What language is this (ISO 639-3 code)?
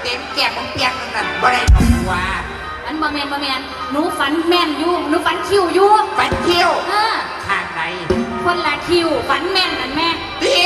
tts